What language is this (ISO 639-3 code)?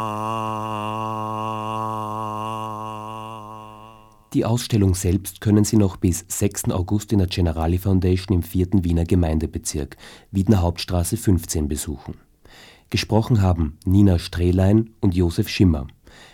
deu